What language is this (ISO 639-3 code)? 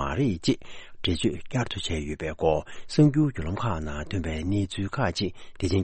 bod